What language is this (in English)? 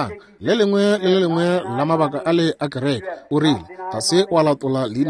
Northern Sotho